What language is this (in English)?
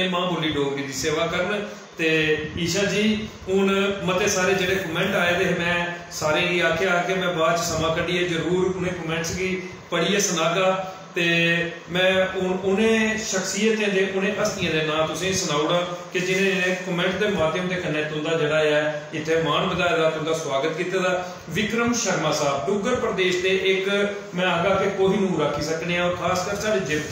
Dogri